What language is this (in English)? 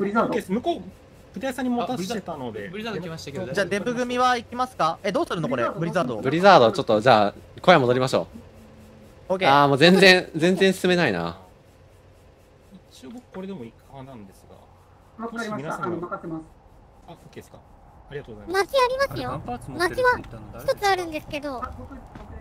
Japanese